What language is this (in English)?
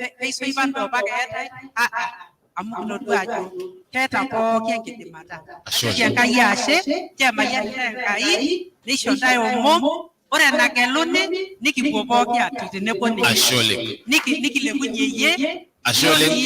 Masai